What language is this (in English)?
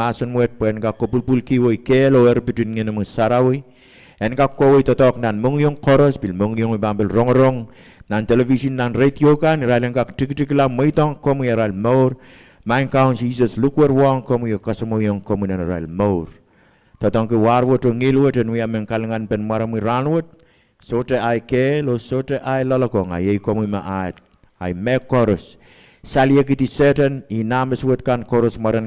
Pohnpeian